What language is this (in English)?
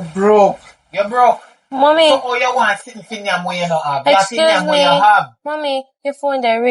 Jamaican Creole English